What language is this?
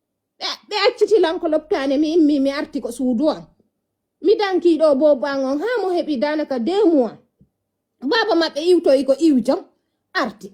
Fula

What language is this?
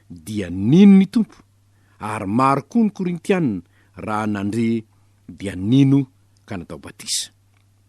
Malagasy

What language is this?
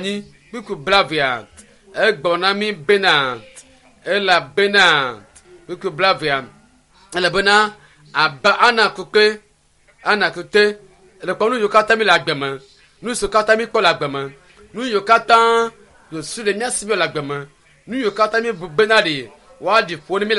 Ewe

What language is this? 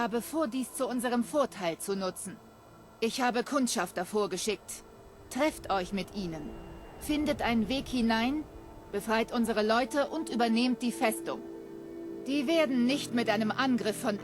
Bavarian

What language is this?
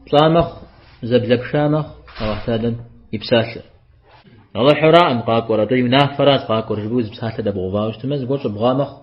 Kabardian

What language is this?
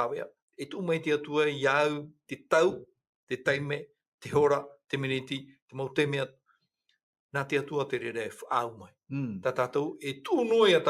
Tahitian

